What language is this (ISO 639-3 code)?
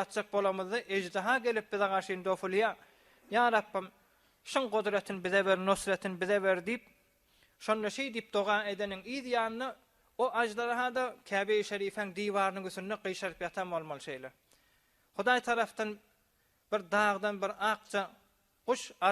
tuk